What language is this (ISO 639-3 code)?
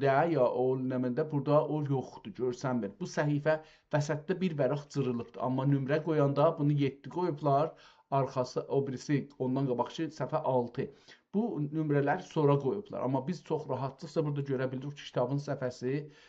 azb